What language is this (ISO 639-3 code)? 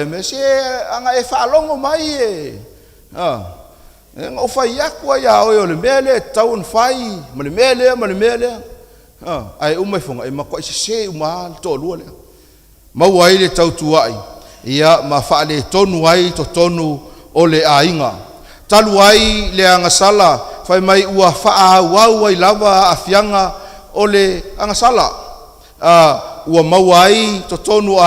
smo